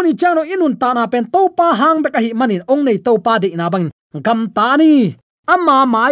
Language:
Tedim Chin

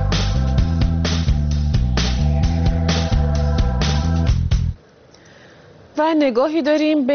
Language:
Persian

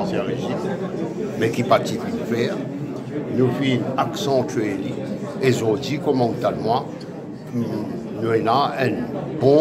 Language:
Morisyen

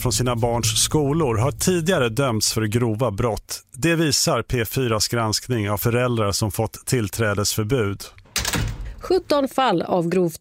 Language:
Swedish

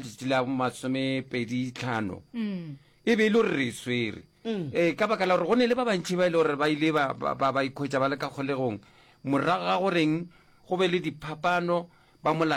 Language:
Northern Sotho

